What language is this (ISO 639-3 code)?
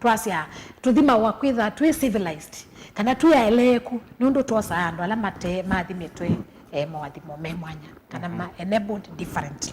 kam